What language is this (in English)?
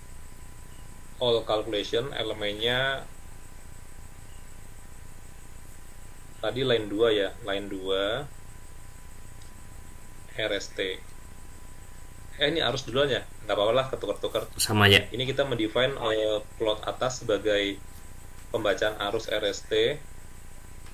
Indonesian